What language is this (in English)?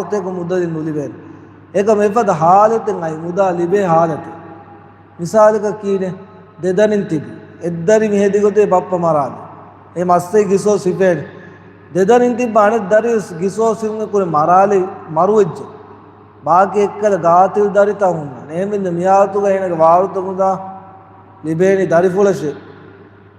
Divehi